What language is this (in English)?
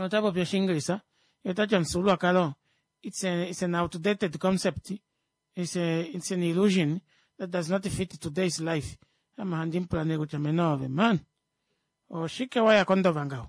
Kuanyama